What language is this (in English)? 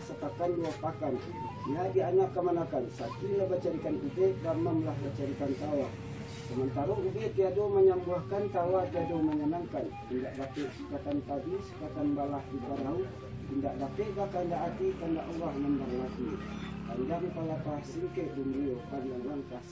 Minangkabau